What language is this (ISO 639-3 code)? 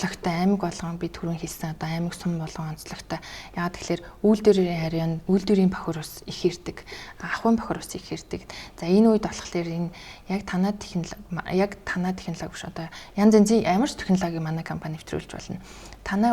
mon